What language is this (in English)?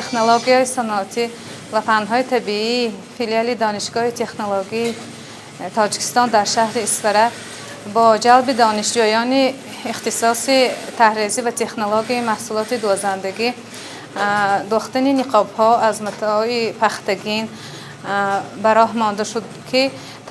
Tajik